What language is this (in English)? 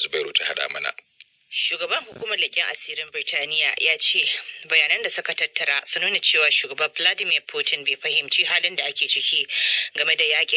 Hausa